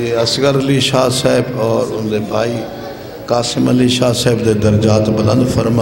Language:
Saraiki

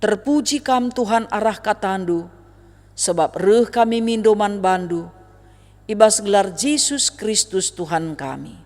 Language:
Batak Karo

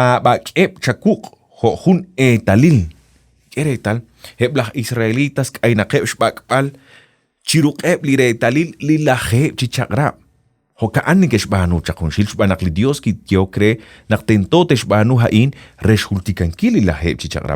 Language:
Kekchí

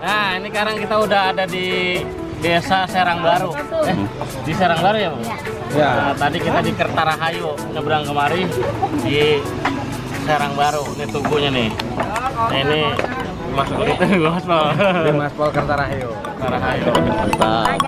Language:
Betawi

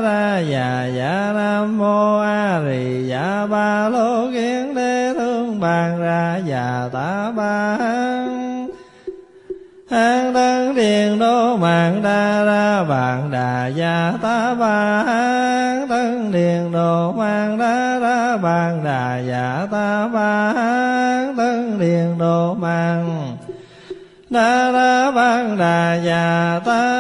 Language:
Vietnamese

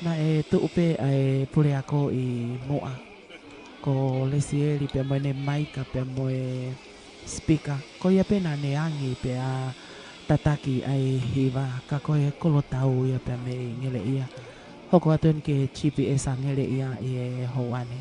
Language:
Tongan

